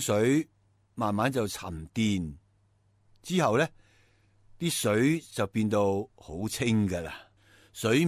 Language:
Cantonese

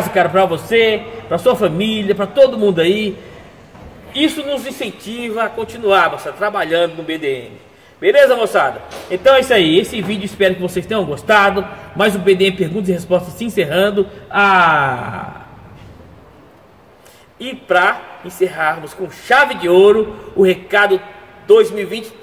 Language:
Portuguese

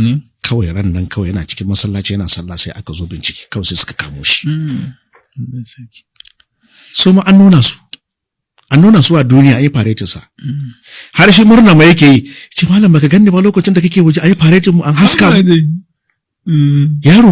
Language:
Hausa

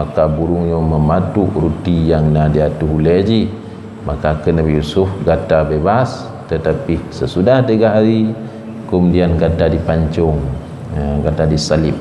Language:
Achinese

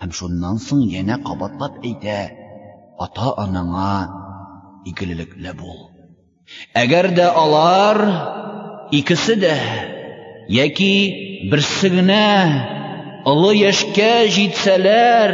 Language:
Tatar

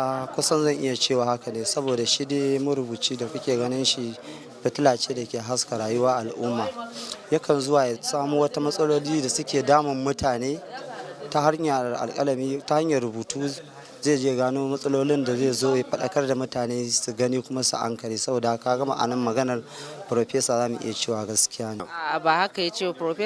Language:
Hausa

